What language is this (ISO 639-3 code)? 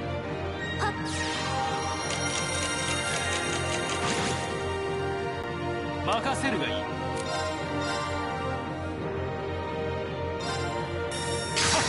jpn